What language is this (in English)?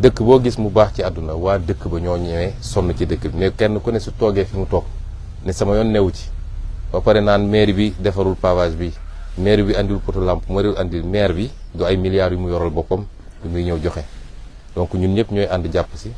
Wolof